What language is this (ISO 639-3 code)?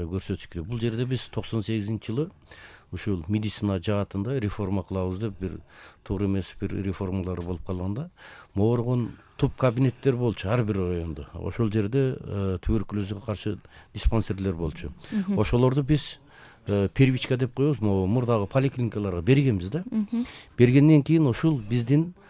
kir